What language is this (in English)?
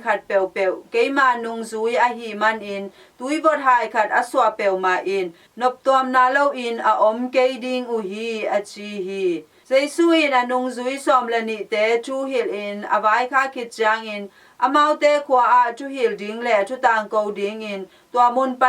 Tedim Chin